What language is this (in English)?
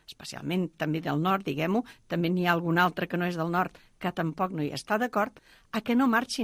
Catalan